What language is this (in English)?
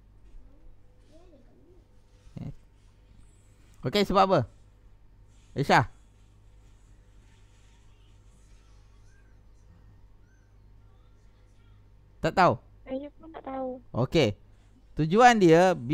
Malay